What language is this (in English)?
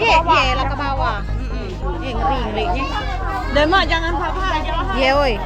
Musi